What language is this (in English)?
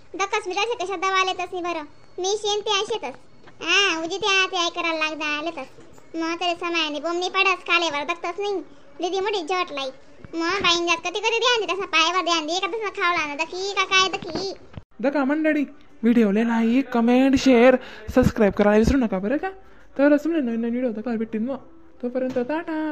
Khandesi